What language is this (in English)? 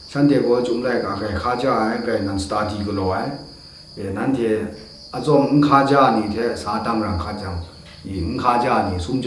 Kachin